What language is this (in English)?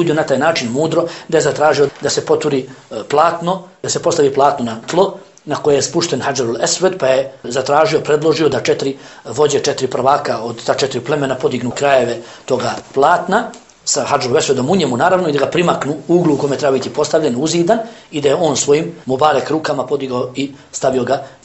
Bosnian